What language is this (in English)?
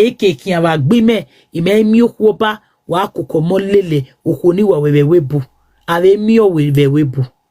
Nigerian Pidgin